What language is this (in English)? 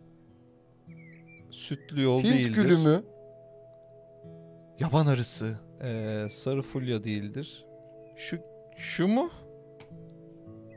Turkish